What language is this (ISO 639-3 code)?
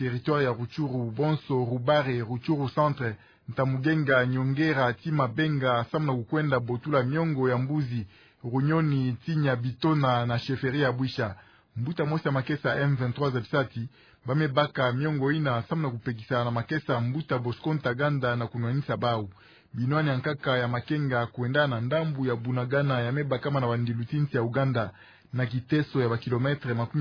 ktu